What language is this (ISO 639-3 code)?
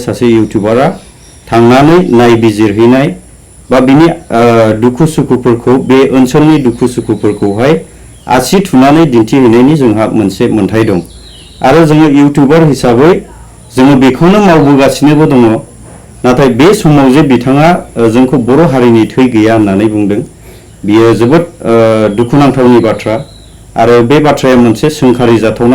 brx